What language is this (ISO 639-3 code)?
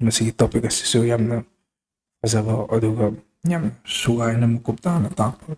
mni